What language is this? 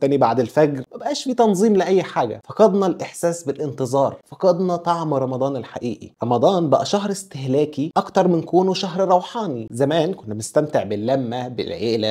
Egyptian Arabic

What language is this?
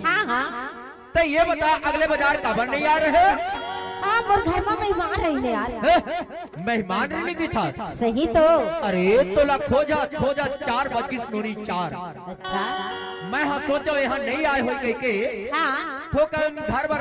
Chhattisgarhi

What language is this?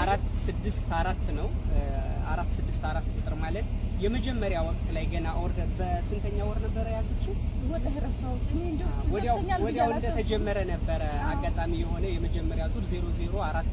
Amharic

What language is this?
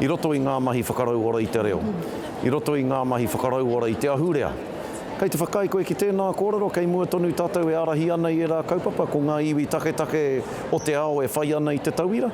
Māori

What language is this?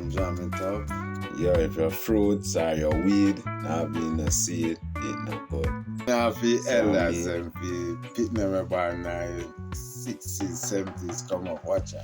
Jamaican Creole English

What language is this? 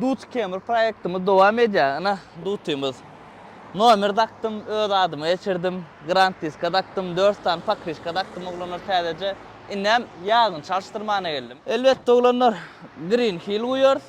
Turkmen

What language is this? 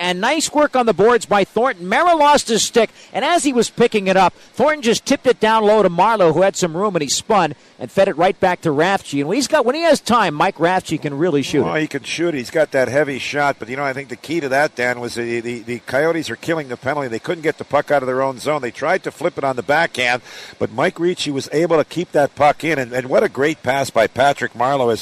English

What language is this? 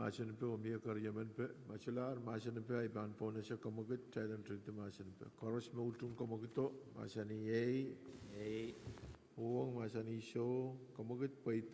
Pohnpeian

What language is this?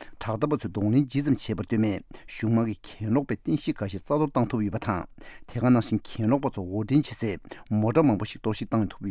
Tibetan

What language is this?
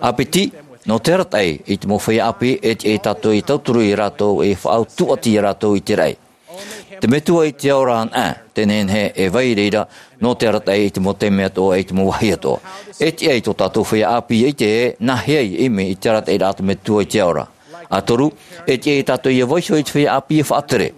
Tahitian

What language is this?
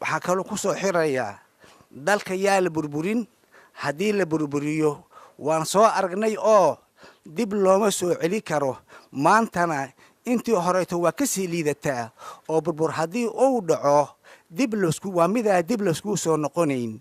Somali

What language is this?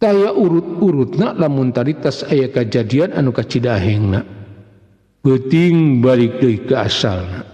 Sundanese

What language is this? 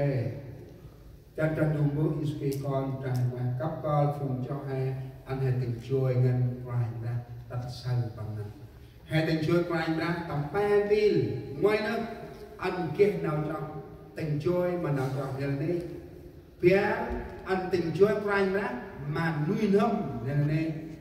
Central Mnong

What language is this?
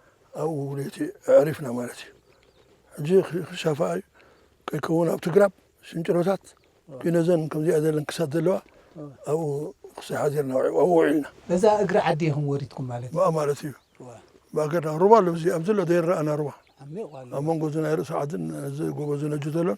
Tigrinya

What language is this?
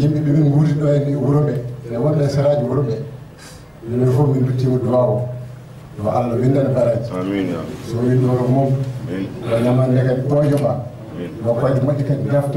Fula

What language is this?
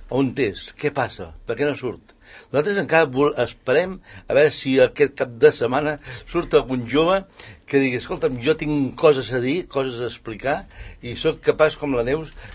Catalan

